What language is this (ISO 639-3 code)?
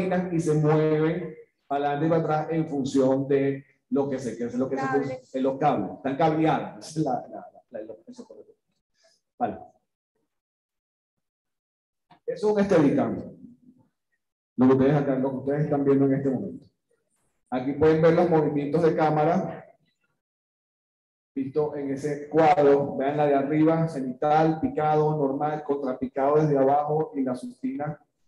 spa